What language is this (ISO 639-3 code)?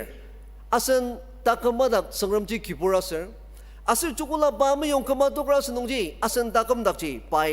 njo